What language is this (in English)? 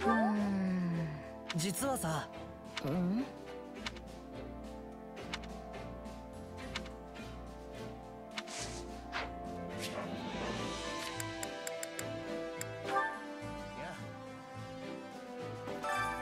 Japanese